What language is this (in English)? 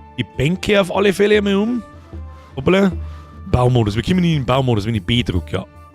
Bavarian